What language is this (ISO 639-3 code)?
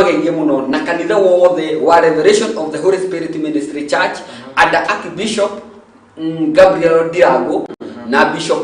kik